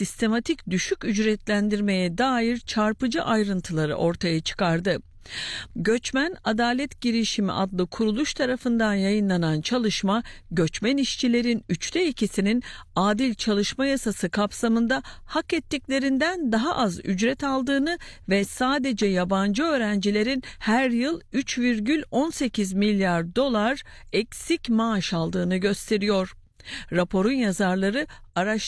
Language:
Turkish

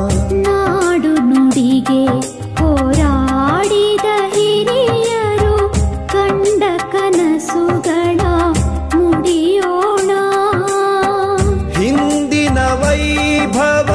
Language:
Kannada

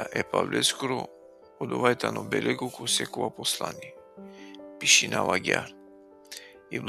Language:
Balkan Romani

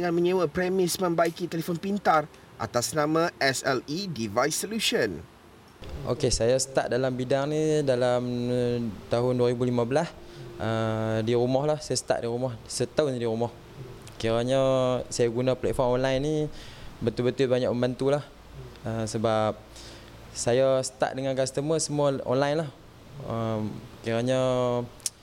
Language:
Malay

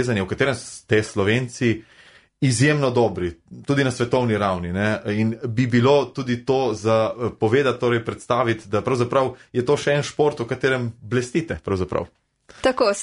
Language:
Slovenian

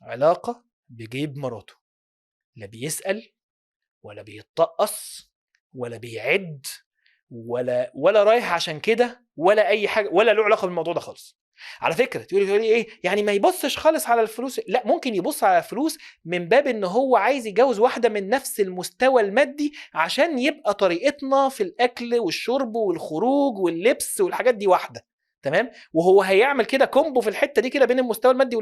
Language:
Egyptian Arabic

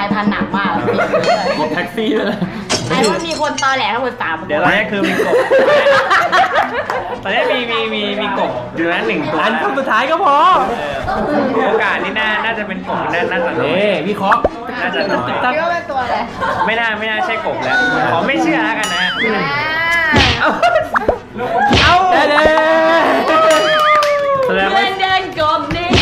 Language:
Thai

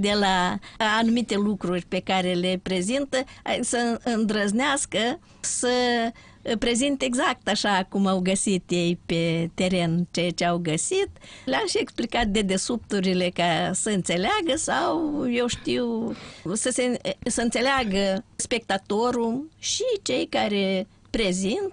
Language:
Romanian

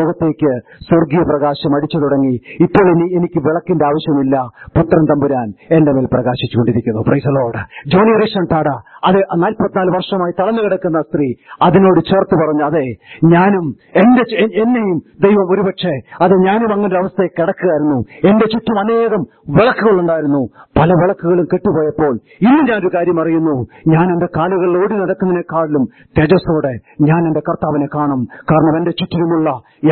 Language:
Malayalam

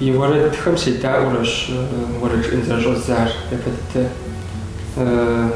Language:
Kabardian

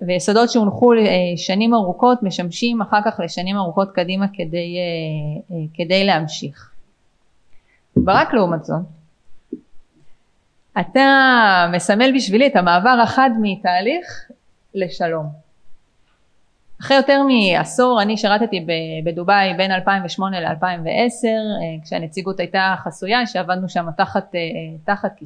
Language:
Hebrew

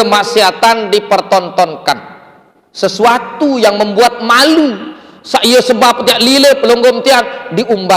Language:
Sasak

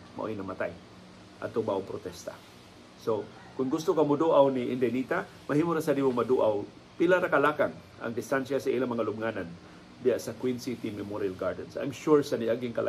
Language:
Cebuano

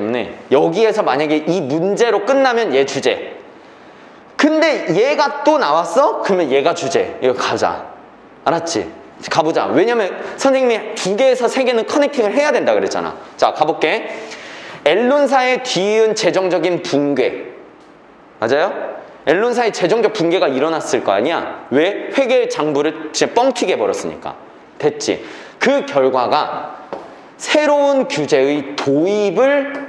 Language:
Korean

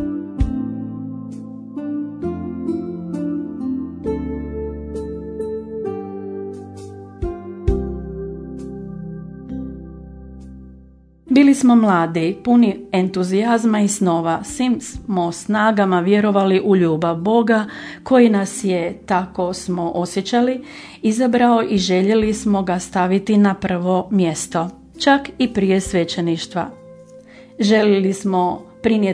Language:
Croatian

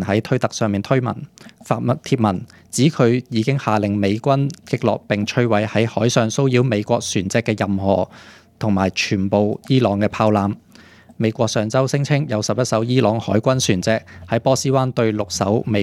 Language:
Cantonese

